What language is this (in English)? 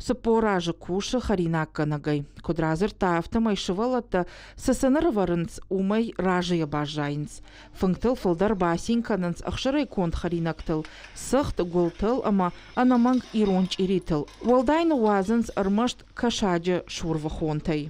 Ossetic